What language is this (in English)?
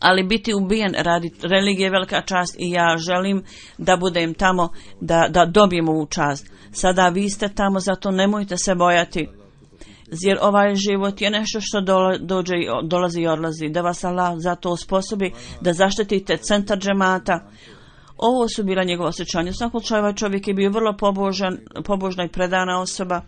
Bosnian